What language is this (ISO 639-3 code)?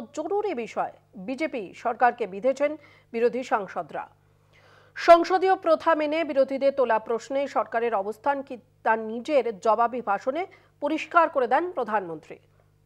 ben